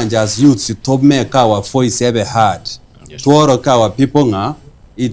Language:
Gusii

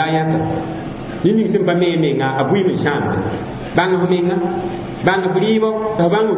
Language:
Mossi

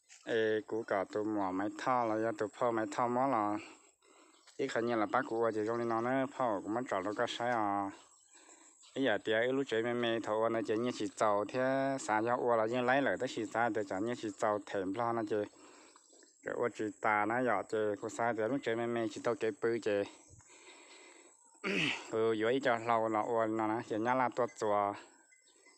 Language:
Vietnamese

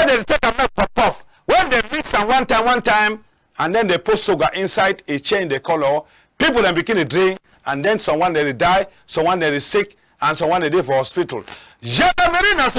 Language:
Cameroon Pidgin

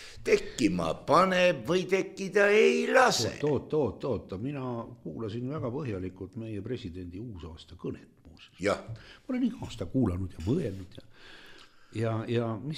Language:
Estonian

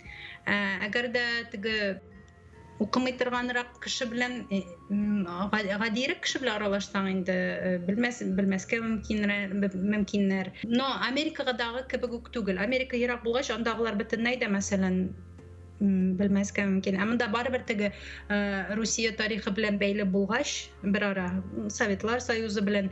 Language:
Tatar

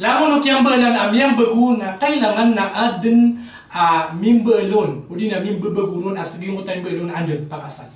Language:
Maranao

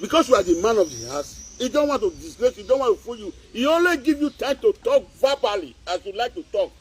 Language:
Nigerian Pidgin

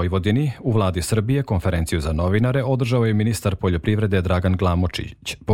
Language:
Serbian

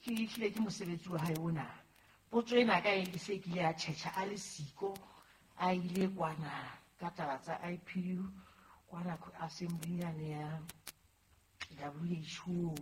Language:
Southern Sotho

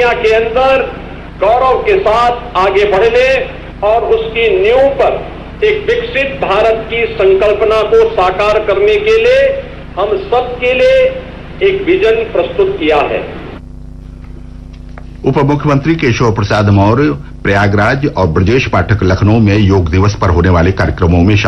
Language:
Hindi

